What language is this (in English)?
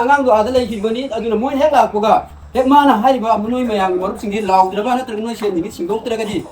Manipuri